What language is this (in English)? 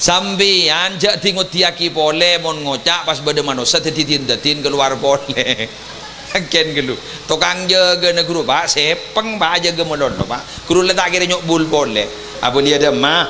Madurese